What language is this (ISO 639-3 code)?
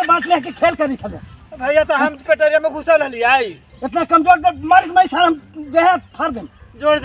mag